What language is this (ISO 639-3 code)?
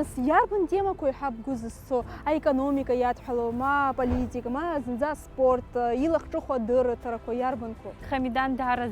abk